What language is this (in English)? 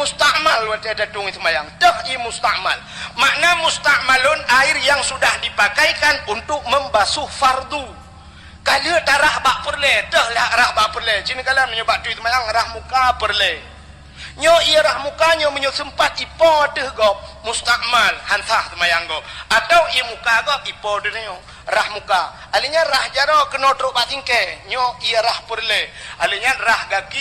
Achinese